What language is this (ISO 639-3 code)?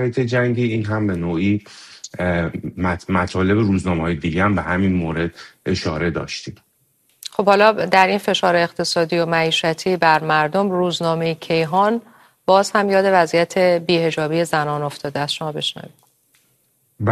fas